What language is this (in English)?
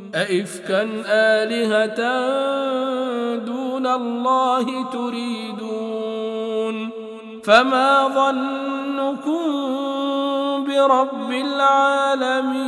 Arabic